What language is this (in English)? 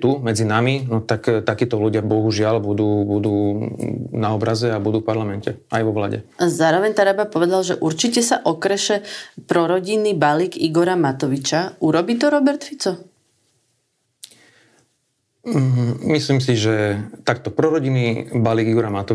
Slovak